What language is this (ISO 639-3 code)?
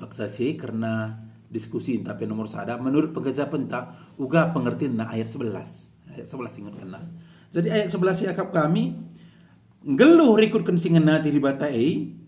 btx